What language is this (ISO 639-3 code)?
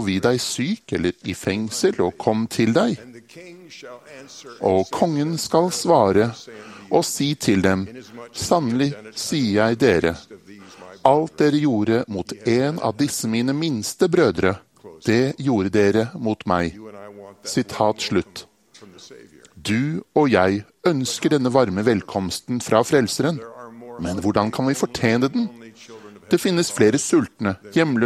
nor